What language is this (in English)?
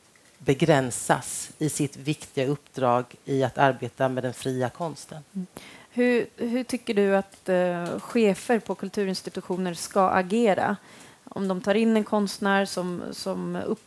Swedish